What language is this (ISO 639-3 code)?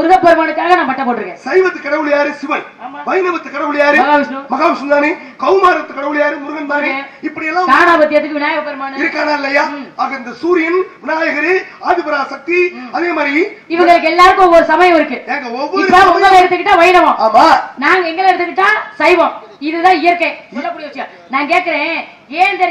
tam